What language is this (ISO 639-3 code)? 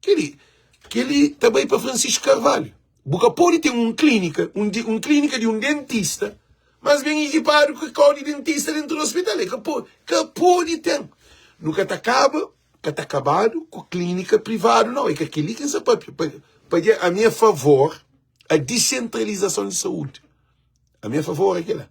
kea